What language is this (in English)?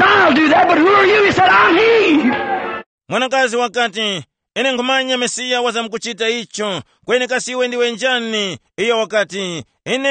Tumbuka